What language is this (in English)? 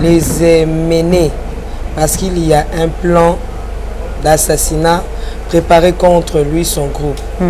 Lingala